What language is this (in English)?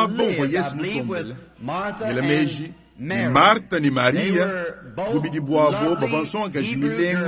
Luba-Lulua